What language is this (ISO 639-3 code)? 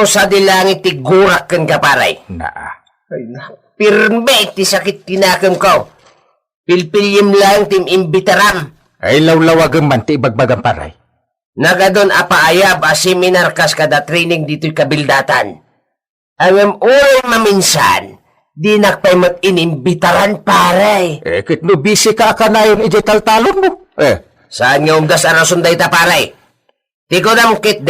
ilo